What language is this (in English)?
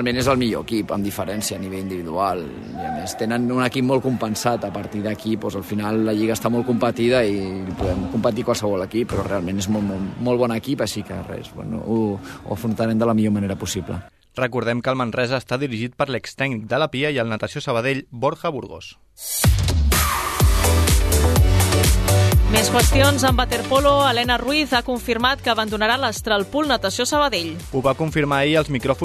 Catalan